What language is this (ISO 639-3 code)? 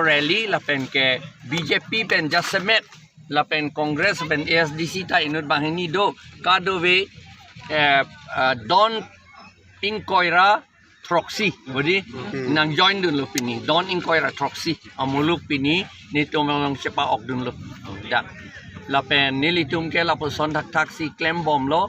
mjw